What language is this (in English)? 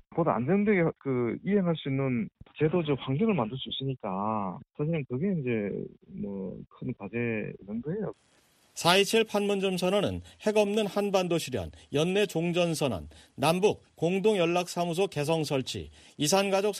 Korean